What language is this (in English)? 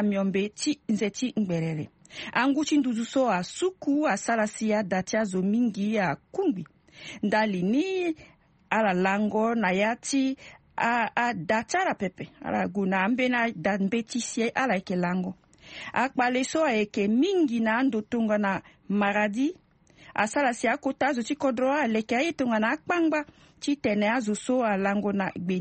Sango